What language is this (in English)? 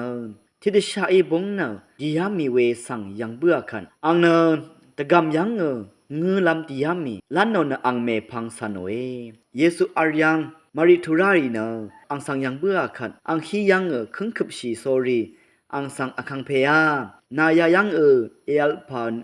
Rawang